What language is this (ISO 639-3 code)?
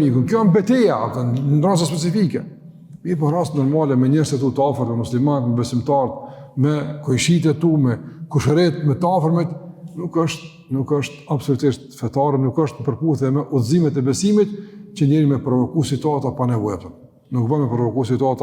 sqi